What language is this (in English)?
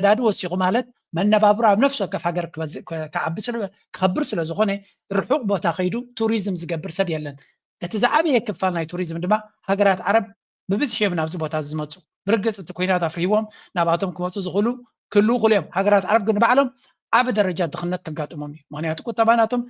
Tigrinya